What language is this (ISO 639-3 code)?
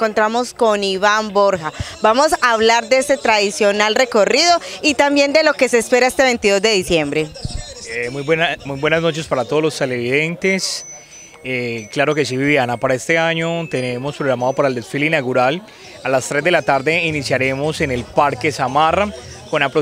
spa